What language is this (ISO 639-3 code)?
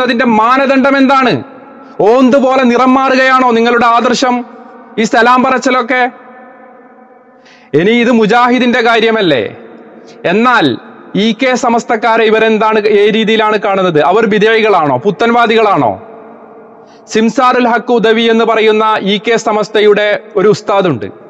mal